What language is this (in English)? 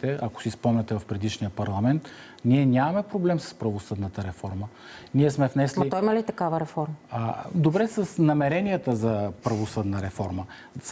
Bulgarian